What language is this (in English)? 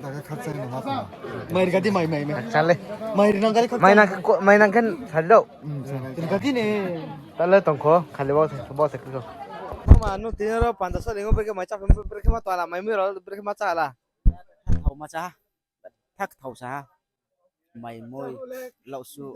Riang (India)